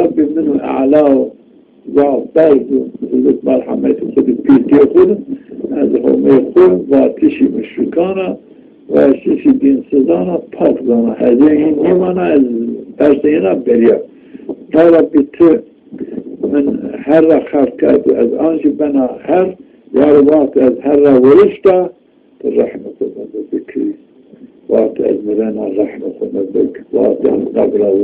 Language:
Zaza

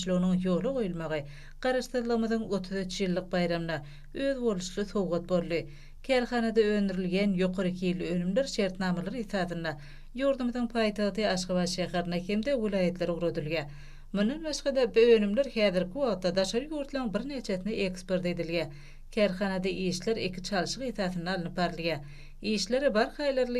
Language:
Turkmen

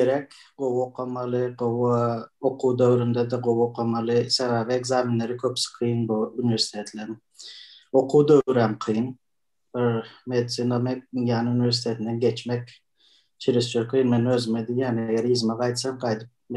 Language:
Turkmen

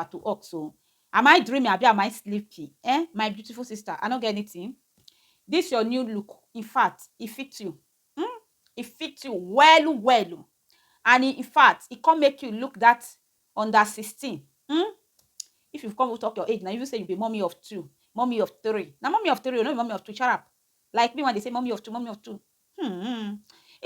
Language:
Nigerian Pidgin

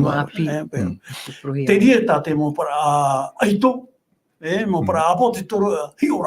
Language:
Tahitian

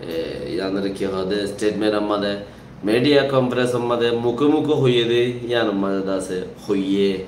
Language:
Rohingya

